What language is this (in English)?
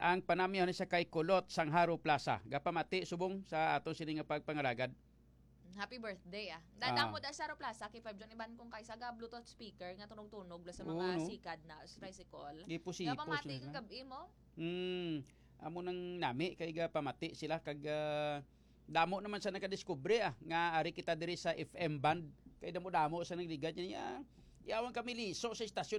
Hiligaynon